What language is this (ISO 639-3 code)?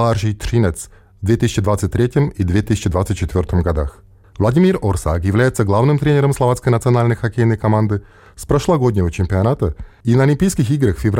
rus